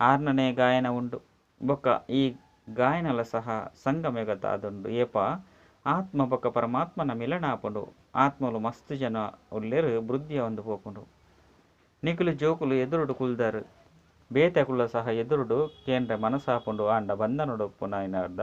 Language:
Tulu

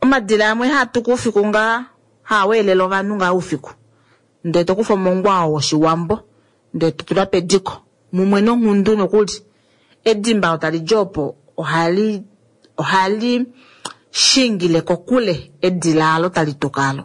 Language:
Kuanyama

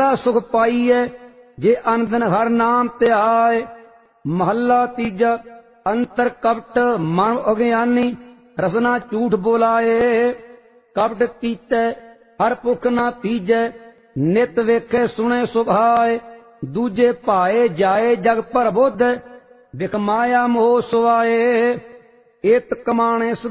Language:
Punjabi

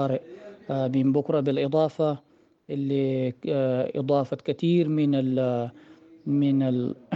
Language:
Sudanese Arabic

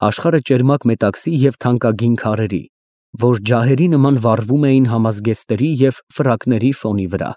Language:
Armenian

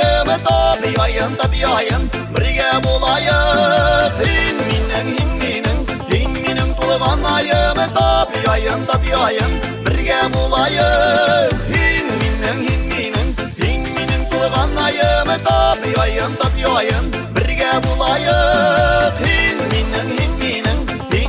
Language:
Bashkir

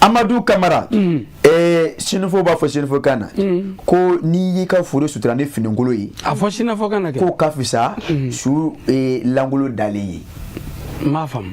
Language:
Bambara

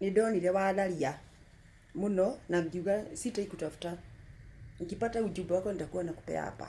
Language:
Kikuyu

